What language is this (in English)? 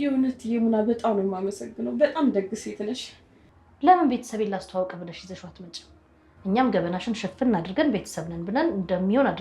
Amharic